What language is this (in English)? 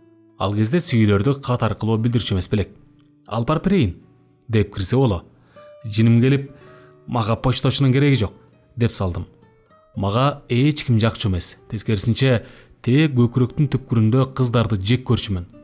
Kyrgyz